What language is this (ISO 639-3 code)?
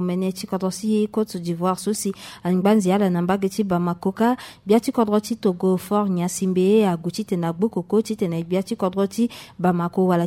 sag